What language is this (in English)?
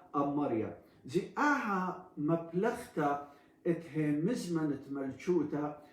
Assyrian Neo-Aramaic